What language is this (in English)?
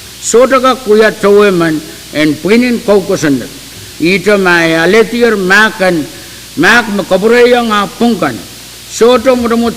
Pohnpeian